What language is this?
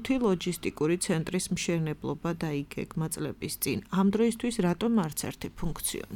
Georgian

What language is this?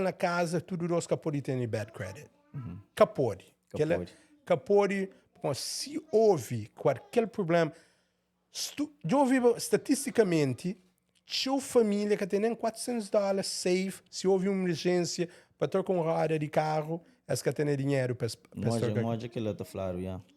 Kabuverdianu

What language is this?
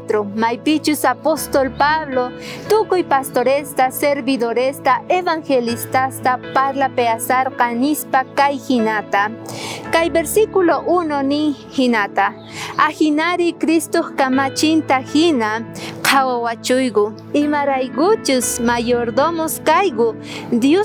South Bolivian Quechua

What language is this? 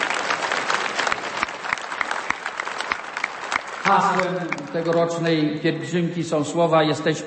Polish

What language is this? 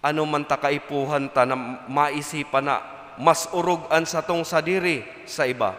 Bikol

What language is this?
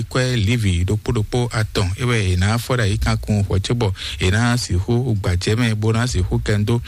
Fon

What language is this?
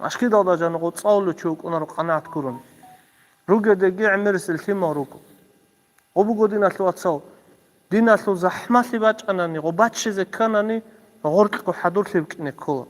Avaric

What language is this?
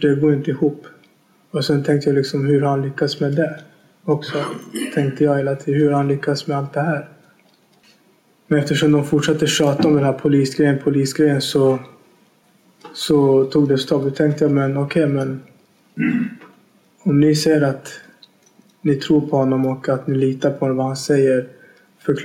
Swedish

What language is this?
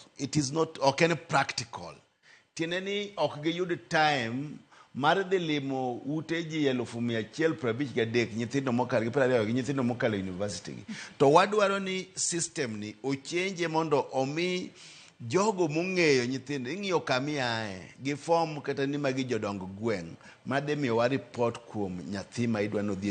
Luo (Kenya and Tanzania)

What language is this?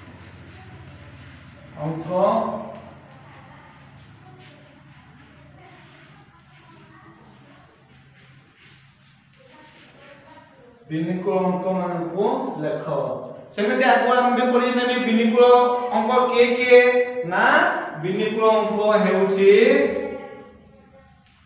Odia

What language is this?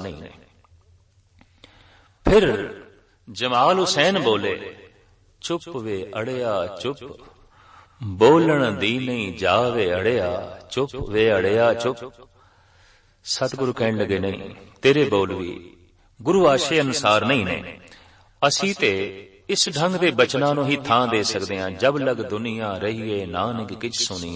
Punjabi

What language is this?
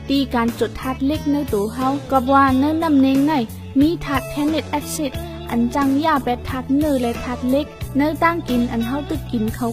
Shan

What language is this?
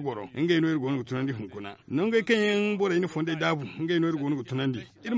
Zarma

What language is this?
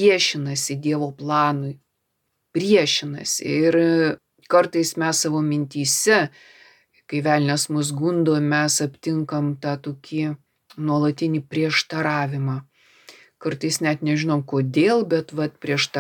Lithuanian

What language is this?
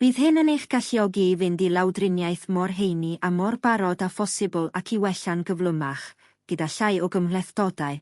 Welsh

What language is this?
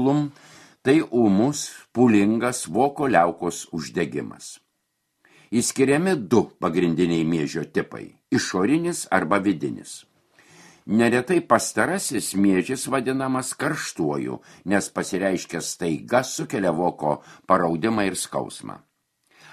Lithuanian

